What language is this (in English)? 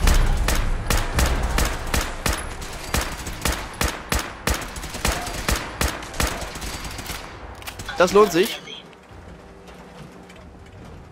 German